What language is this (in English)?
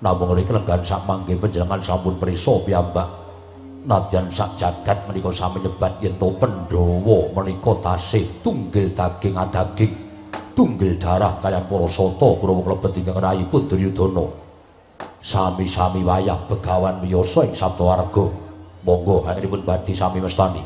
Javanese